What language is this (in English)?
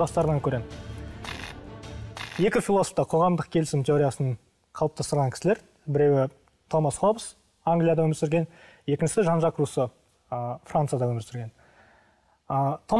Kazakh